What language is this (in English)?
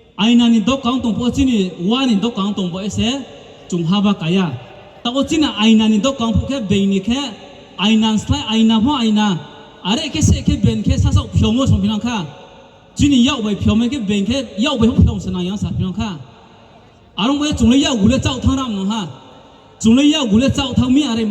Riang (India)